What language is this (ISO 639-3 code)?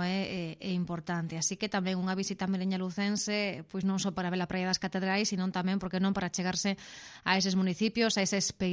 glg